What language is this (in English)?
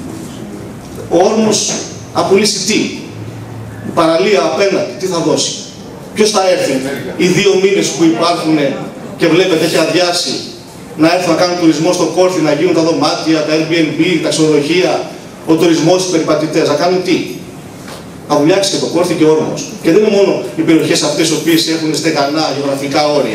Greek